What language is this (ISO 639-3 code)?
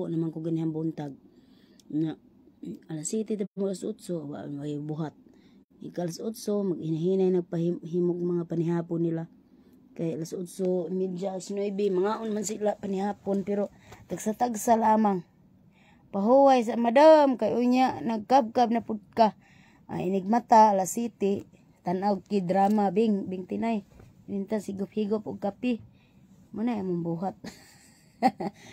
ceb